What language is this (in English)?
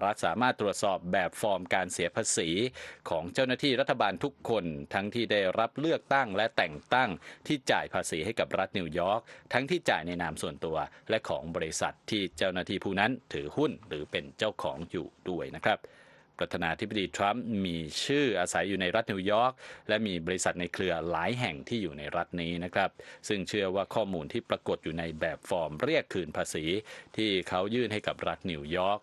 Thai